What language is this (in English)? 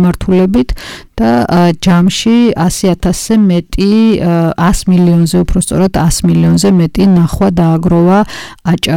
Georgian